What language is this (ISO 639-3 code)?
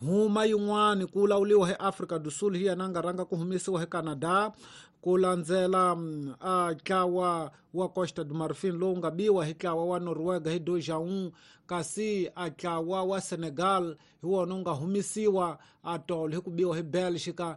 tso